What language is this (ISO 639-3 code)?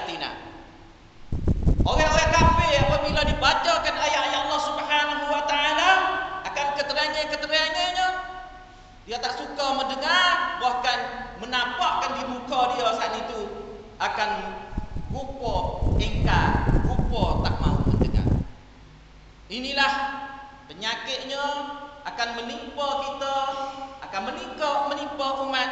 msa